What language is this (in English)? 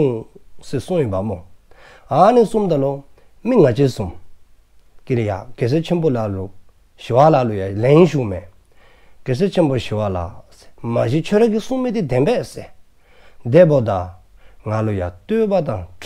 Dzongkha